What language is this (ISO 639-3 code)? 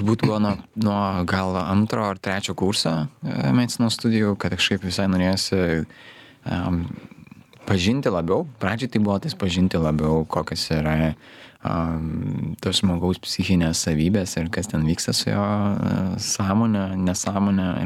lit